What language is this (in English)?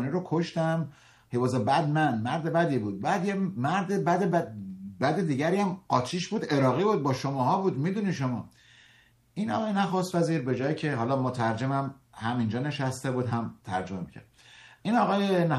Persian